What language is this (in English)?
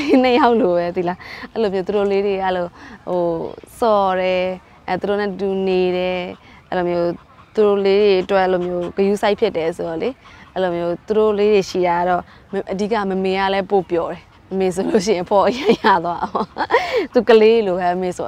Burmese